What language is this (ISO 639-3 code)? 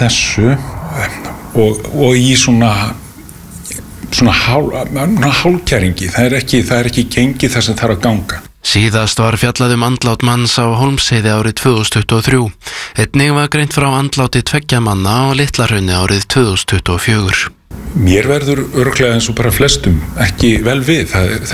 isl